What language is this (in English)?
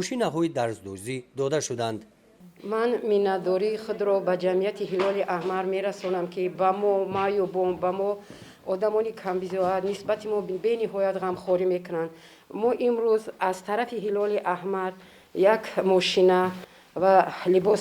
Tajik